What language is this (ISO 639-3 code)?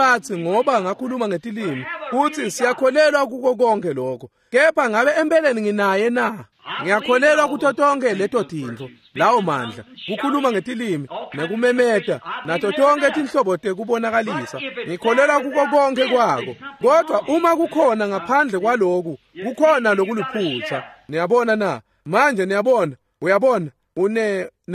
ssw